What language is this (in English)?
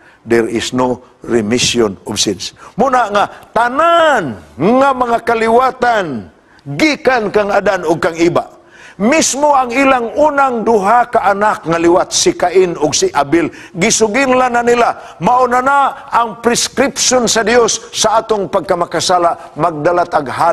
Cebuano